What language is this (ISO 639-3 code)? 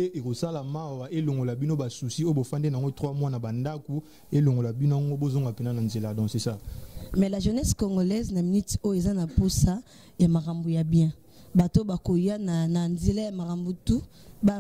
lin